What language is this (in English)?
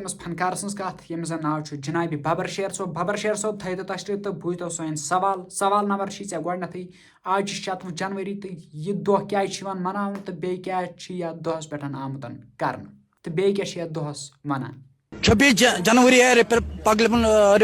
Kashmiri